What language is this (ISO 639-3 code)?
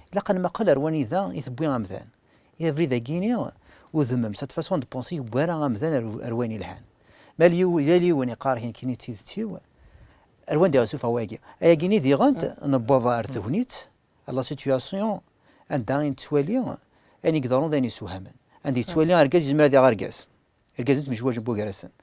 kab